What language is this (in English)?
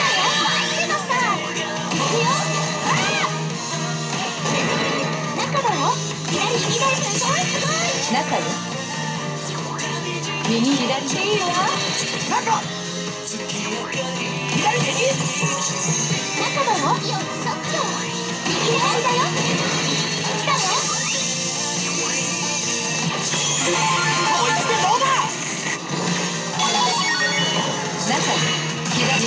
Japanese